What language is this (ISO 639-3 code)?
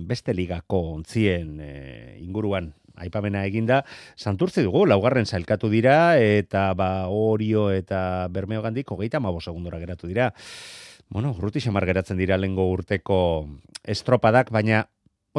eus